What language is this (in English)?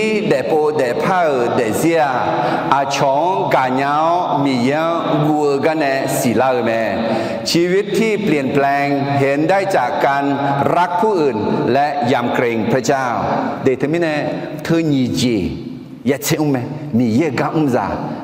Akha